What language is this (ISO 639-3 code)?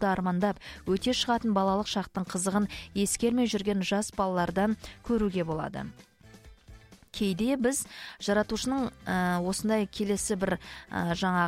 kaz